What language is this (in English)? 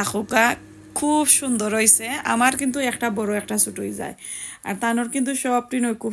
Sylheti